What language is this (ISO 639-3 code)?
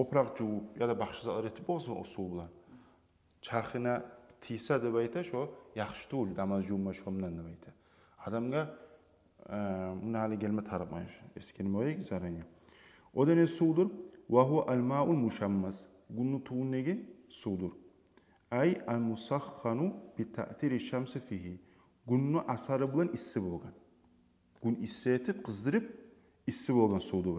kum